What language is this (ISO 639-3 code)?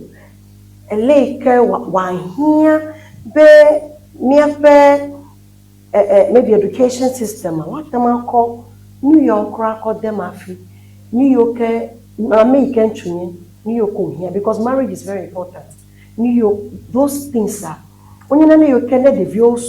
ewe